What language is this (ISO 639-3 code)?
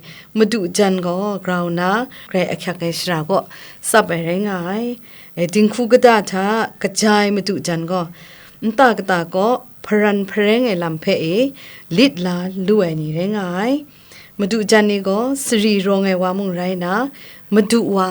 kac